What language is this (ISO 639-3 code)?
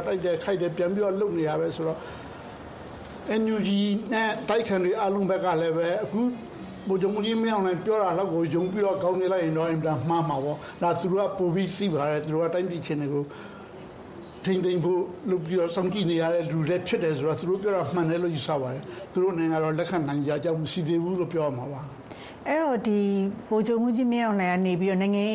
mya